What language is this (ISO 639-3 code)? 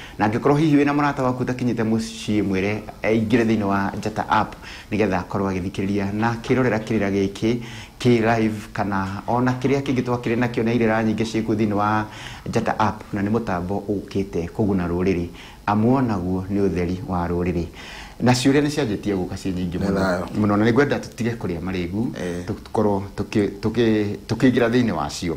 kik